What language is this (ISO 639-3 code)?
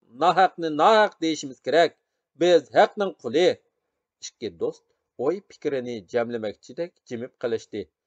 uig